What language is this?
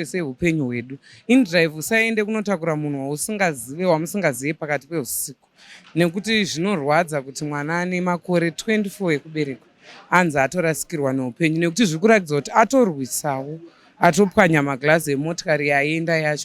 Shona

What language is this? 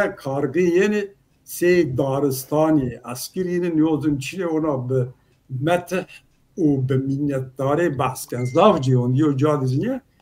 Zaza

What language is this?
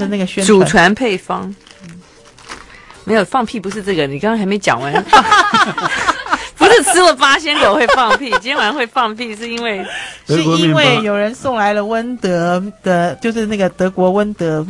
Chinese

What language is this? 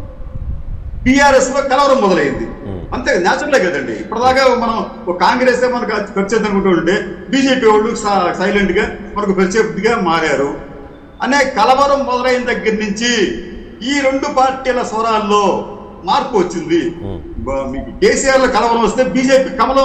Telugu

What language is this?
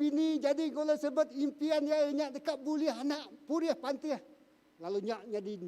Iban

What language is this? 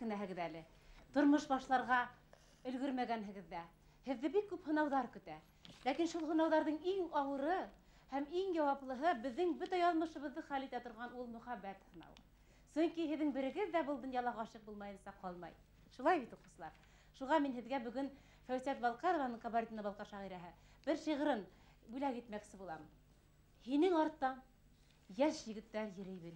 Bashkir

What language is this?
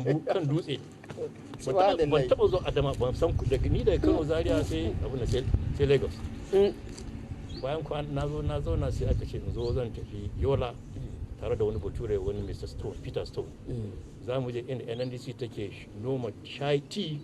Hausa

